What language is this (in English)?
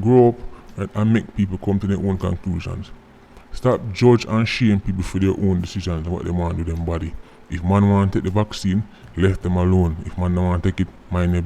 Jamaican Creole English